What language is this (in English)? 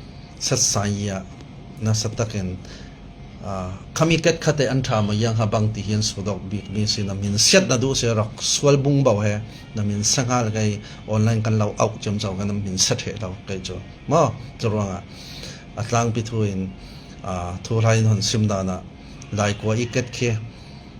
Falam Chin